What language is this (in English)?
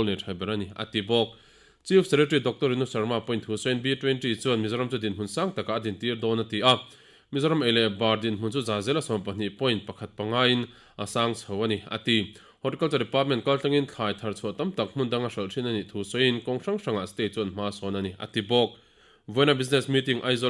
Mizo